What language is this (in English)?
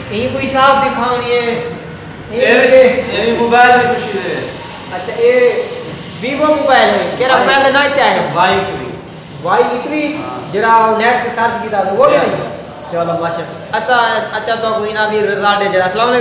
Saraiki